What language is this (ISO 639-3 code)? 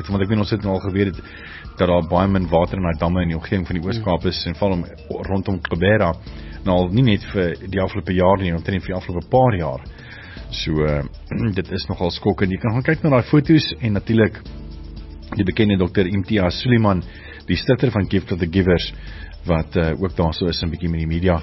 afr